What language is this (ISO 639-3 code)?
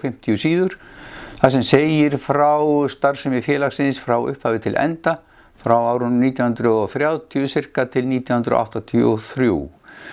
isl